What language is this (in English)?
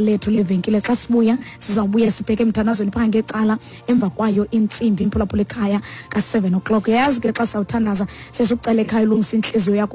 Xhosa